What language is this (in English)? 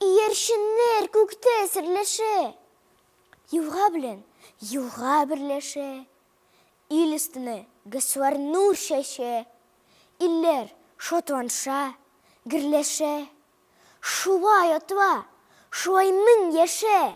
Tatar